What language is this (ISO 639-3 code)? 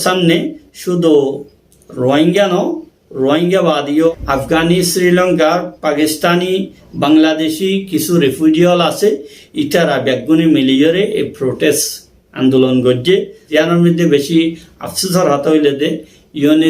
rhg